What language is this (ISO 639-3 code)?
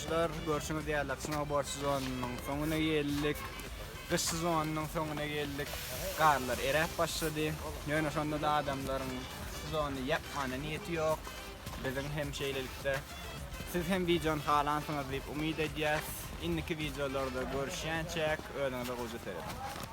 tuk